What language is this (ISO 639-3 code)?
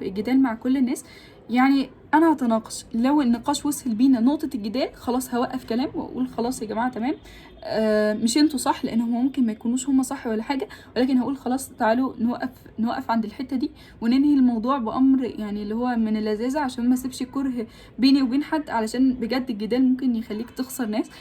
arz